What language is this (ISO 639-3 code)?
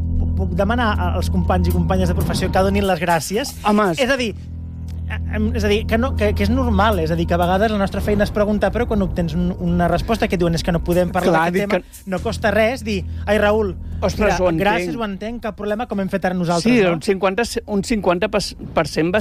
cat